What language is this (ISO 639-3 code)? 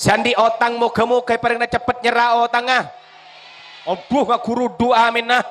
mad